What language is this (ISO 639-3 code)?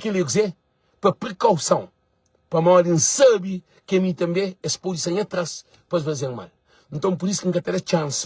kea